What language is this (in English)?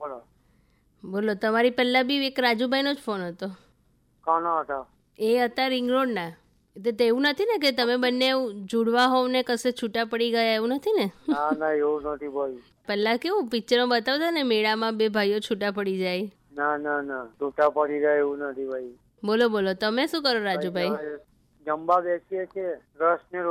Gujarati